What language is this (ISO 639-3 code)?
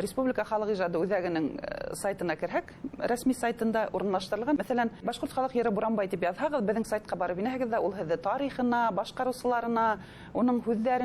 bak